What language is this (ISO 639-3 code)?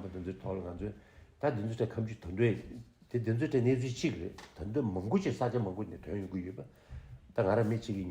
bod